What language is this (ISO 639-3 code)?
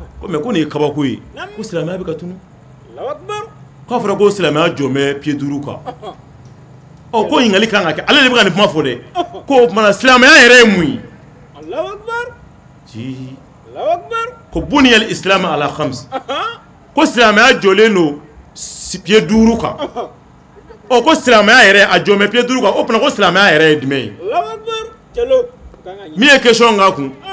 bam